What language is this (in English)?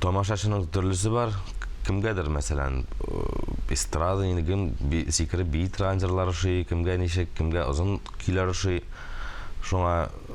Tatar